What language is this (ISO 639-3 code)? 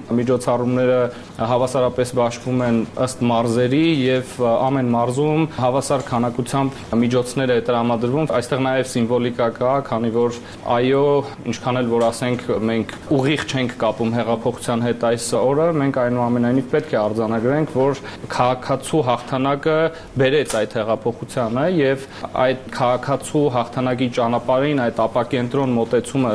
hye